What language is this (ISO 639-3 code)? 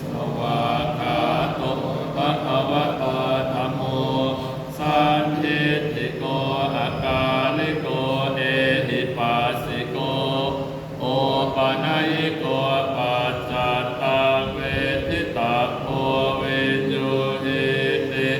pli